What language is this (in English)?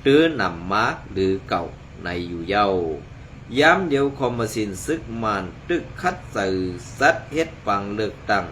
Shan